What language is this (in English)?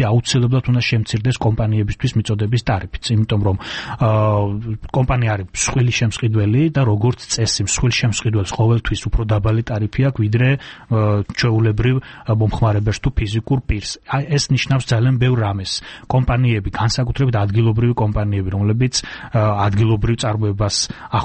Georgian